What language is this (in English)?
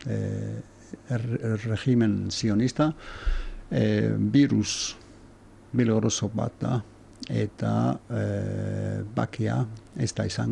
Basque